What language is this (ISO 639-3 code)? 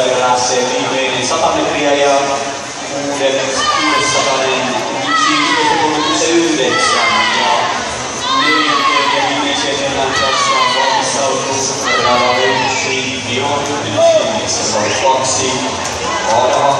fin